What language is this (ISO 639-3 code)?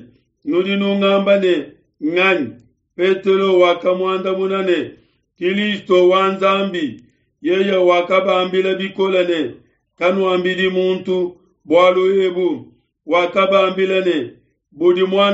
lua